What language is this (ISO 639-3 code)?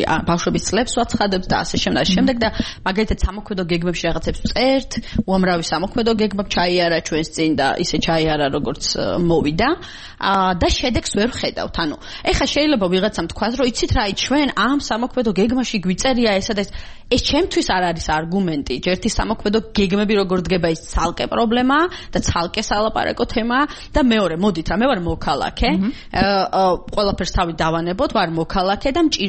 kat